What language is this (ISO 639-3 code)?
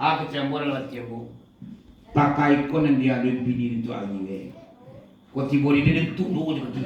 min